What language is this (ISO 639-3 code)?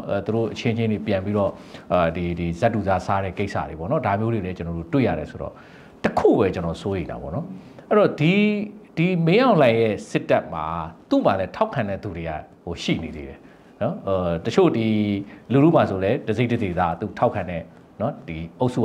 mya